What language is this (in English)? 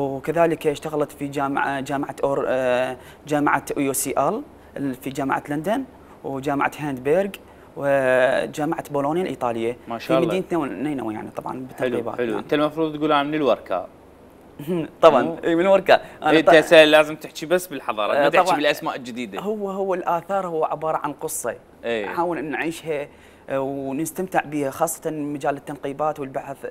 Mesopotamian Arabic